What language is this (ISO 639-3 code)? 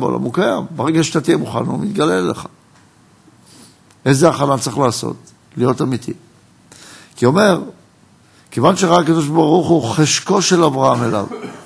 heb